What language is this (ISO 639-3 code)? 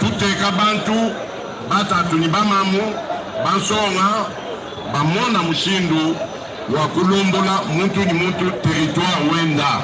lua